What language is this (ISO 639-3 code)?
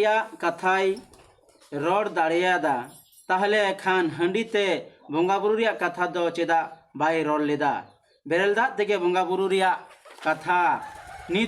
sat